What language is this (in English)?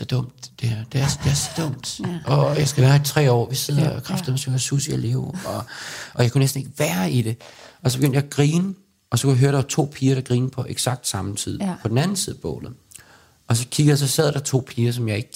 Danish